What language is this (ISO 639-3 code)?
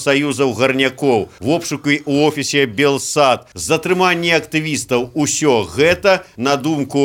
bel